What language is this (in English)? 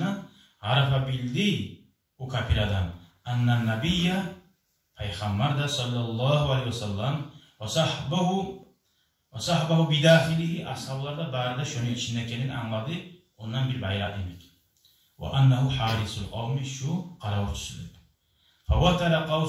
Kumyk